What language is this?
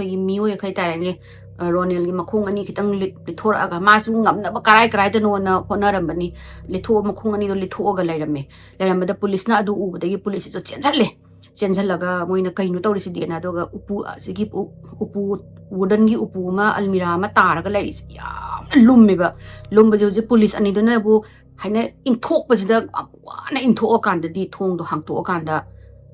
Manipuri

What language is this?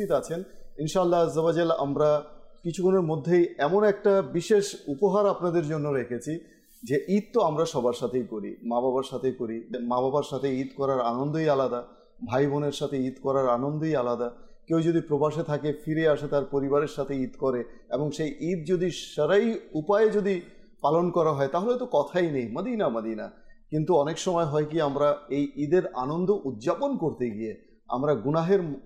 Bangla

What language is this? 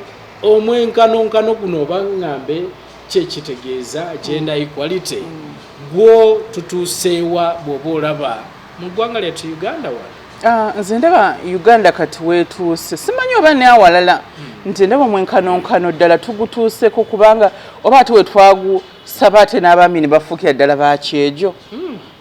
Ganda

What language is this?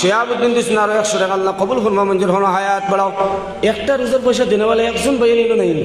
Sylheti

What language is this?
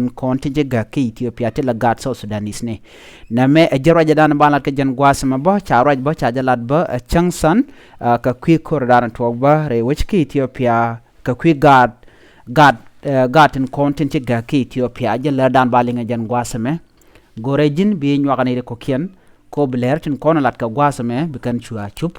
Nuer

